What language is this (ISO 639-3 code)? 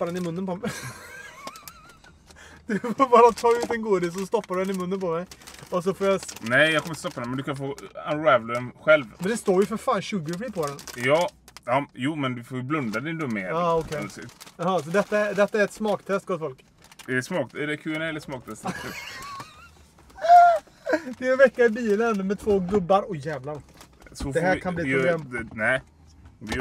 swe